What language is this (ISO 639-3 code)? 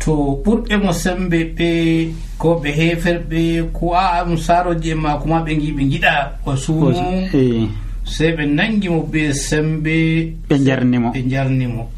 fuv